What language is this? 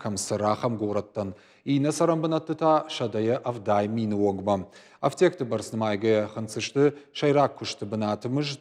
Ossetic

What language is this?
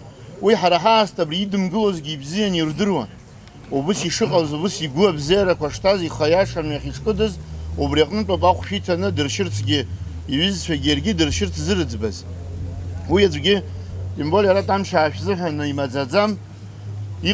Abkhazian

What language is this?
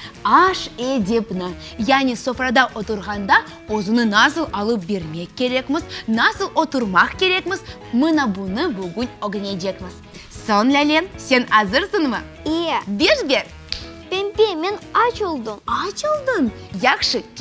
Crimean Tatar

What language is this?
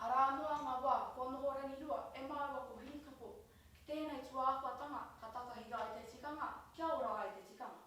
Māori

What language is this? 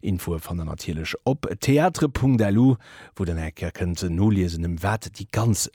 Luxembourgish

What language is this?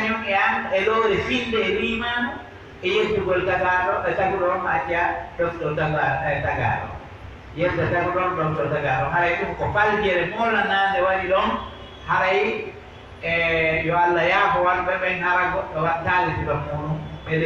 Pular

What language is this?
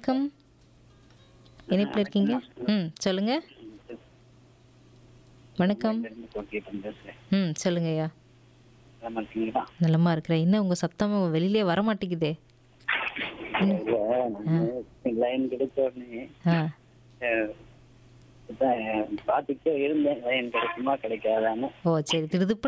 Tamil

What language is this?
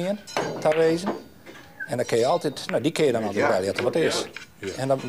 Western Frisian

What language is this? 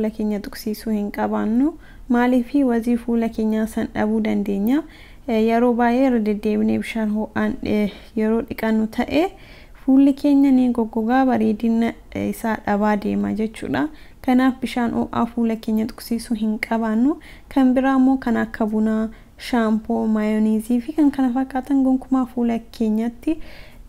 Oromo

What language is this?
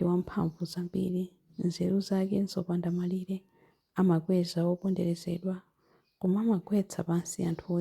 Nyanja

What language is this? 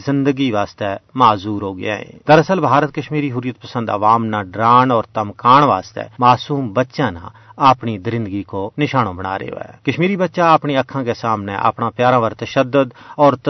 Gujari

